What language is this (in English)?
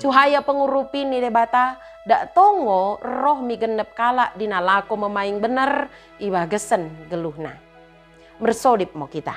Batak Dairi